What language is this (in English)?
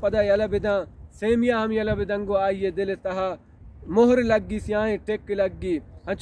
Baluchi